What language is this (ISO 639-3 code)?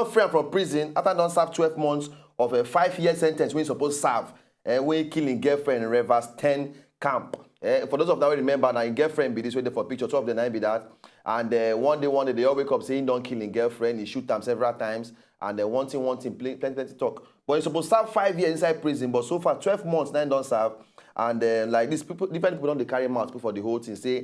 pcm